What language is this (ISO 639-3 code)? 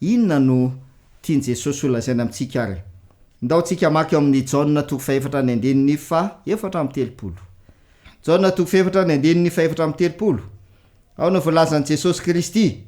mlg